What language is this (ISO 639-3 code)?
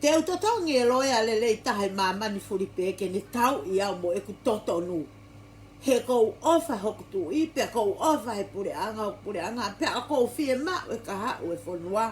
ton